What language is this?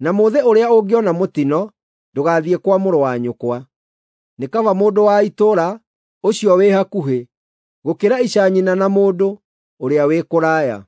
Kikuyu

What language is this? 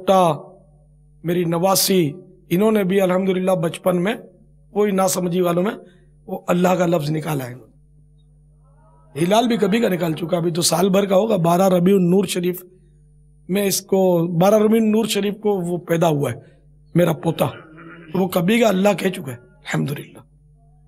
Urdu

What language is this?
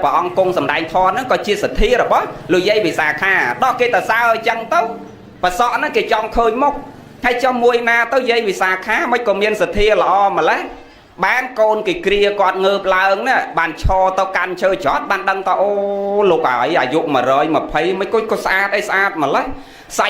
Khmer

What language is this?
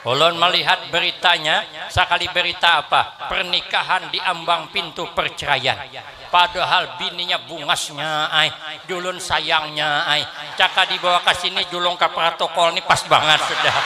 Banjar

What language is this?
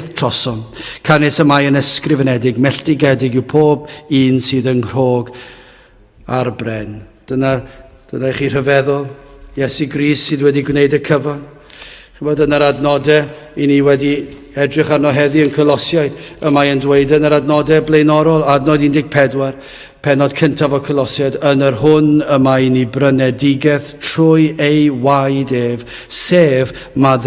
Welsh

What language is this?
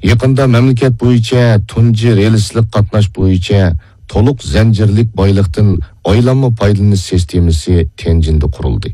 Uyghur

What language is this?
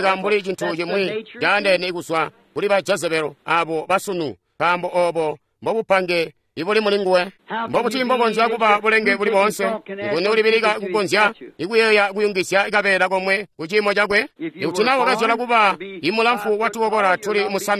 Tonga (Zambia)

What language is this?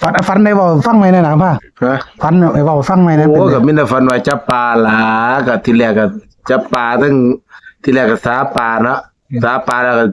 Northeastern Thai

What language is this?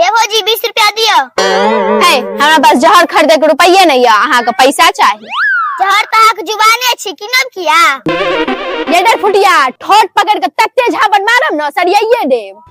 Maithili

